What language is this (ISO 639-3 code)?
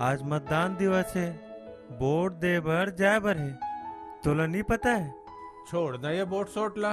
hne